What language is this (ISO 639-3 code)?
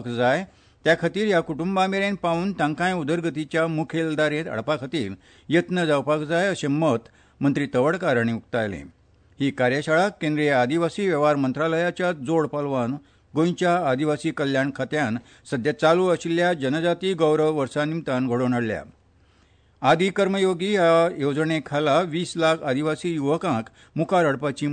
kok